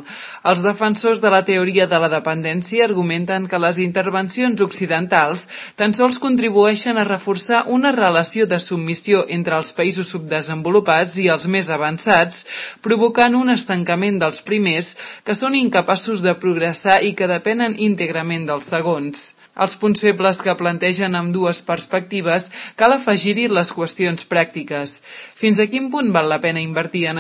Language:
Catalan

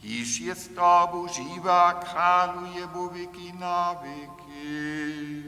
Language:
Upper Sorbian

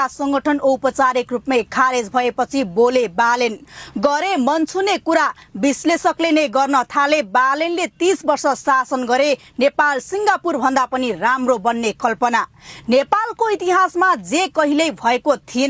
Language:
Nepali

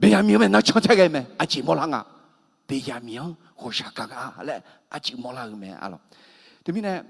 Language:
Akha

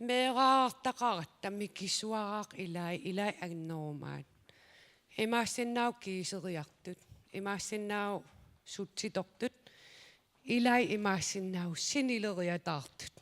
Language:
Kalaallisut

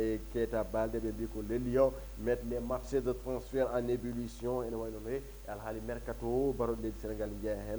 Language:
Fula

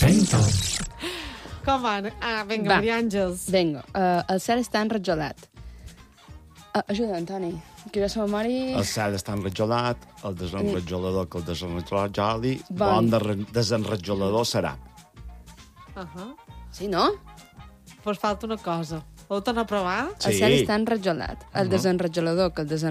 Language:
Catalan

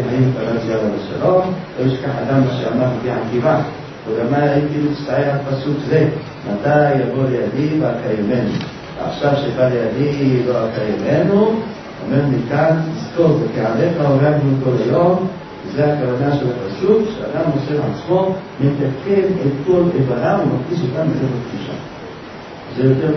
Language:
Hebrew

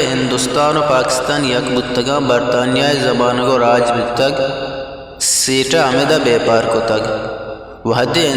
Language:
Eastern Balochi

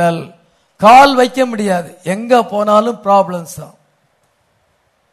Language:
Tamil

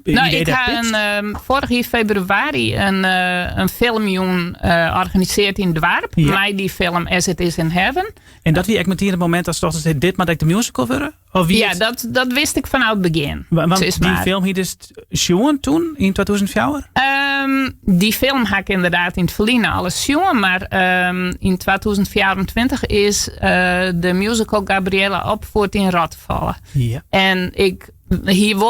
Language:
Western Frisian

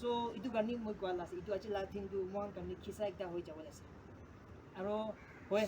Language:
Naga Pidgin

